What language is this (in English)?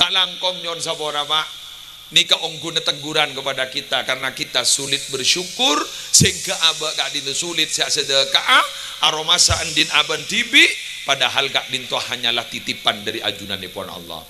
Madurese